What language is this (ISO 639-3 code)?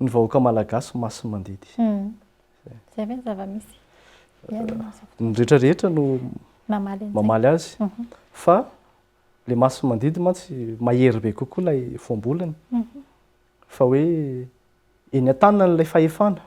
mlg